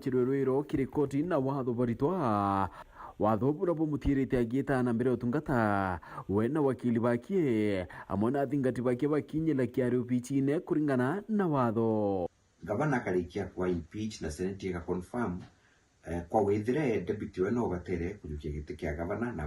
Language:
Meru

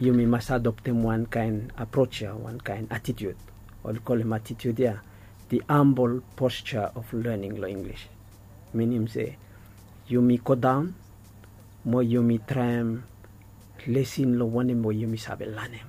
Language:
Bislama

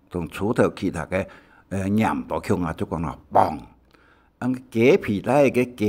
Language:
Hakka Chinese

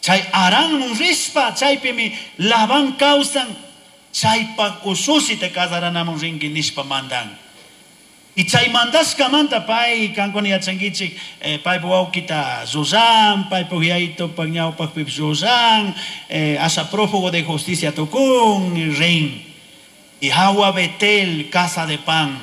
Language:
Chimborazo Highland Quichua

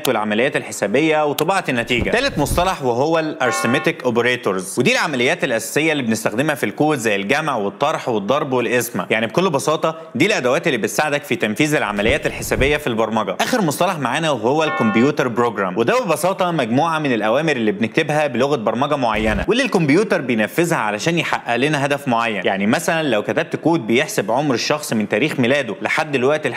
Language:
Egyptian Arabic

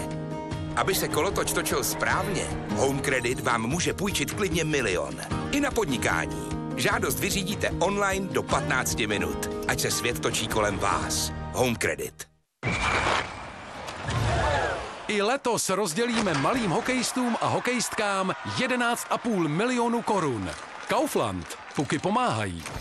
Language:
Czech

